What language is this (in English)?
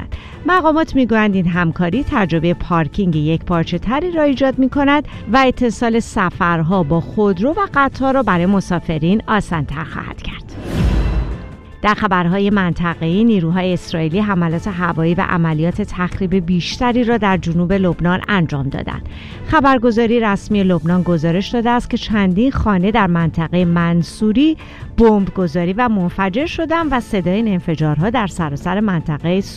Persian